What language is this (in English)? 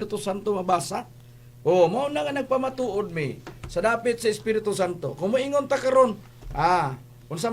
Cebuano